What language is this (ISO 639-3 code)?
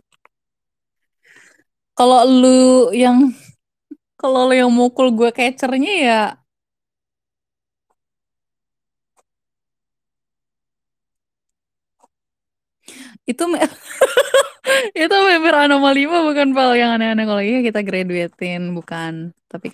ind